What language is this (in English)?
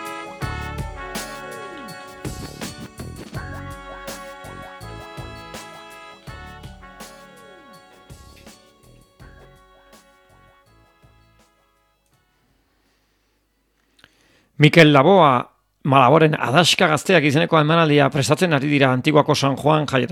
Basque